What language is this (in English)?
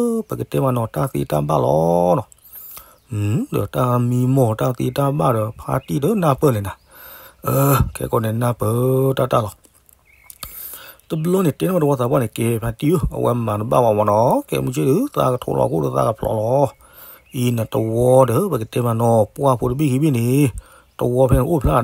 S'gaw Karen